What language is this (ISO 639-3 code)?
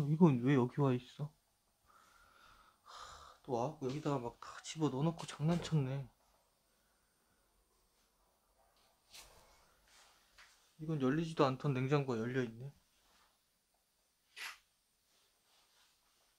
kor